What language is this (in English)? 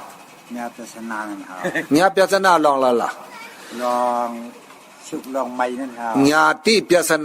Shan